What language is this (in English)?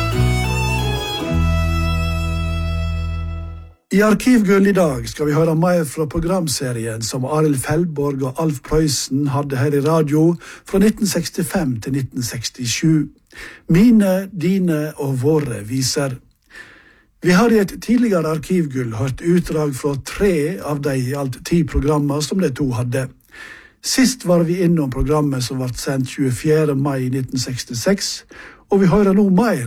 Norwegian